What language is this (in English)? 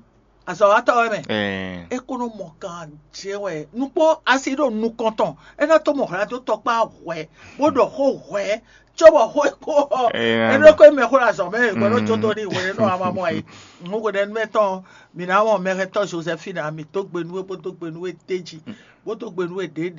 Fon